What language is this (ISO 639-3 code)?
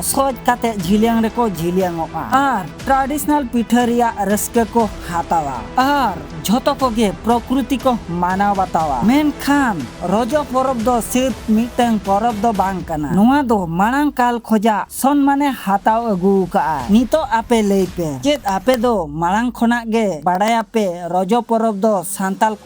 sat